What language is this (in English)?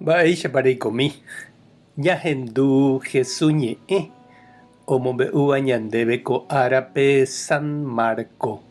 Guarani